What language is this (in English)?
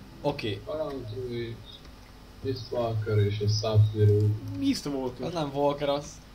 Hungarian